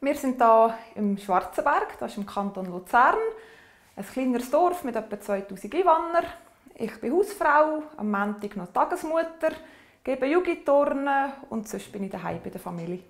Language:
Swiss German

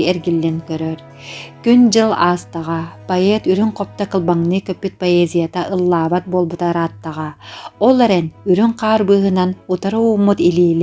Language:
Yakut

